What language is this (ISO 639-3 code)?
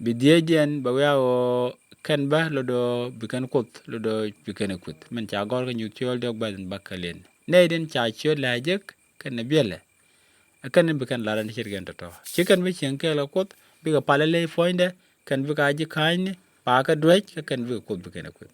nus